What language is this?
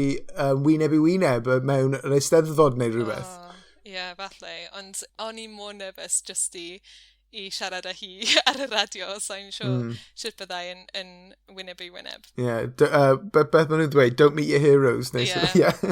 Welsh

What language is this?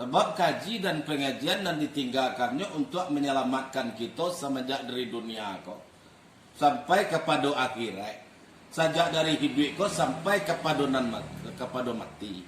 Minangkabau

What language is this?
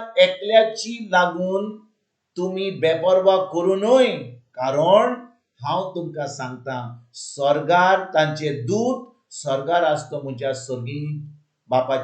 Konkani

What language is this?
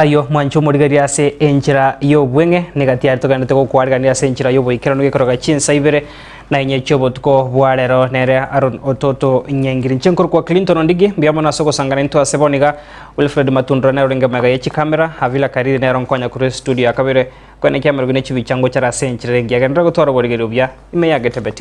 Gusii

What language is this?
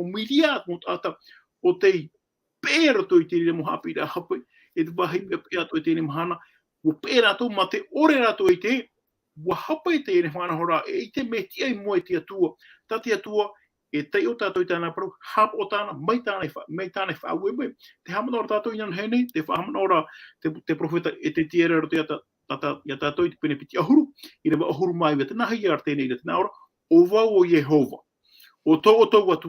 Tahitian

